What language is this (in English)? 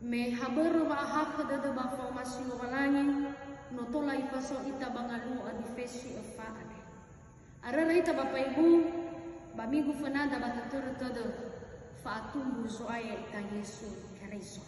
Nias